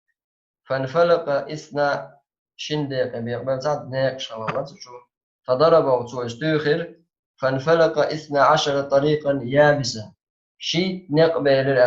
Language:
Chechen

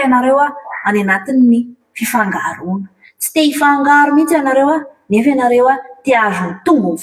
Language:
Malagasy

